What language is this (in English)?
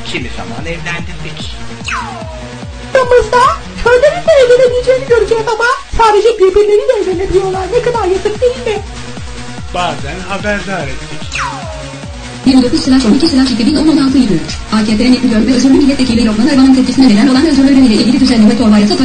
Turkish